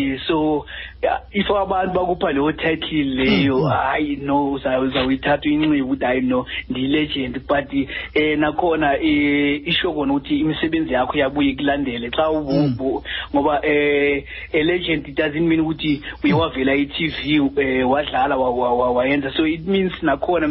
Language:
Xhosa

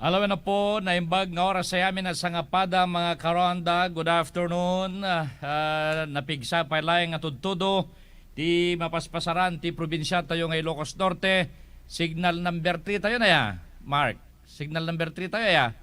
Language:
Iloko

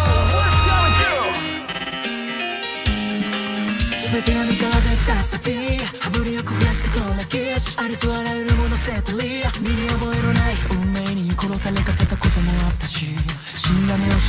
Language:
Japanese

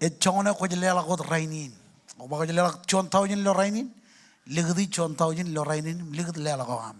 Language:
Marshallese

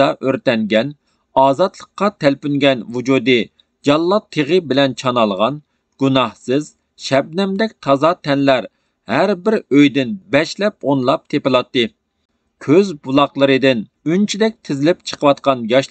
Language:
Uyghur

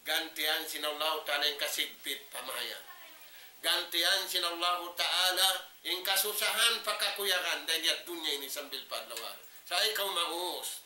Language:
Tausug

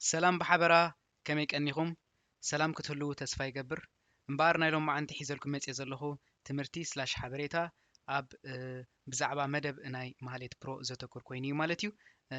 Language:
Tigrinya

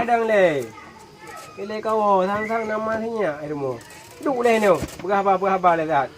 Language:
Achinese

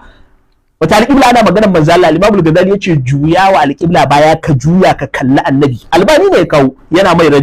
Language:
Hausa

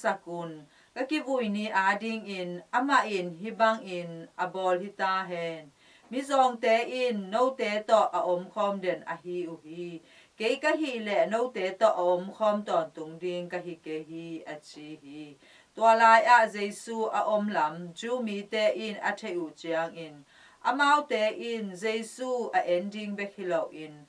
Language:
Tedim Chin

